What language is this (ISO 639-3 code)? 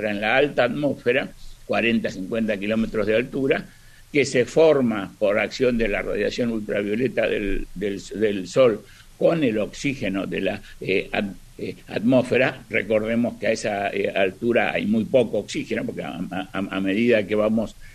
spa